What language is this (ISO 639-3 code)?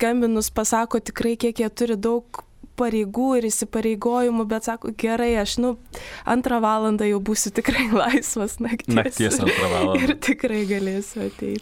lit